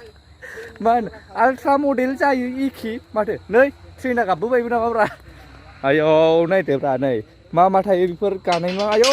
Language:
Bodo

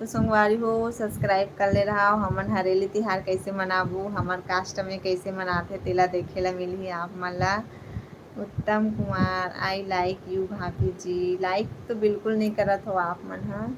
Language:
Chhattisgarhi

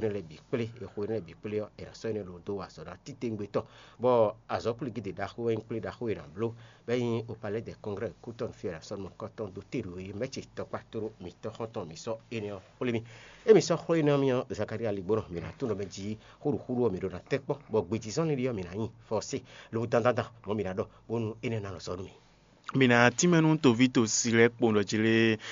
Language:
Fon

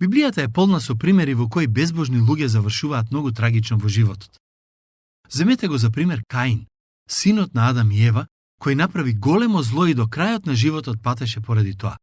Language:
Macedonian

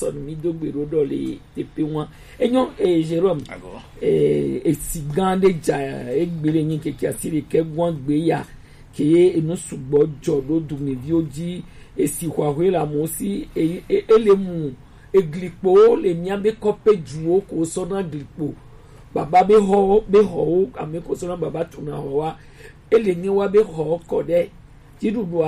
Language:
Gen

